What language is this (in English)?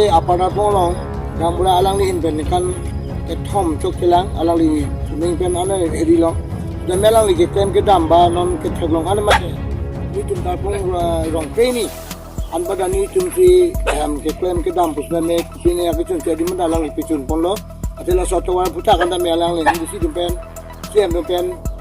Karbi